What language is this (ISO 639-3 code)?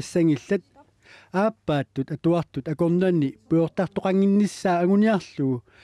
kal